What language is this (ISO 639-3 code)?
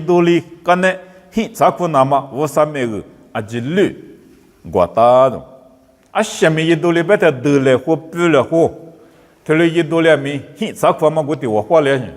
lis